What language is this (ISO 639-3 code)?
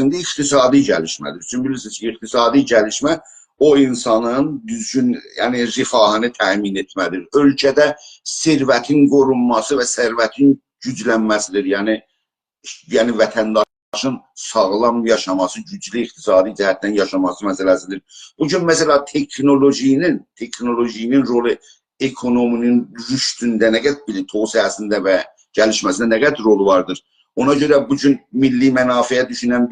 azb